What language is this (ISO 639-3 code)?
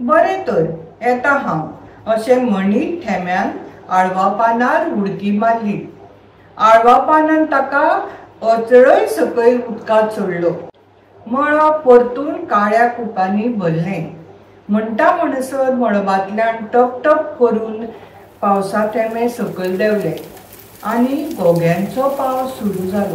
kok